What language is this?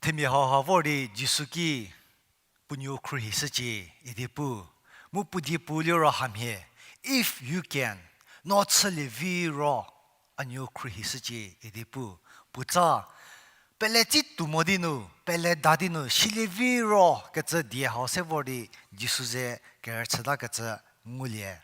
Angami Naga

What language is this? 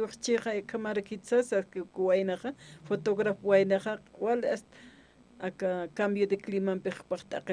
Aymara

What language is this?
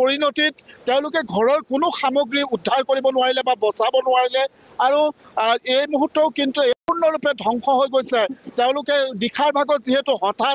Assamese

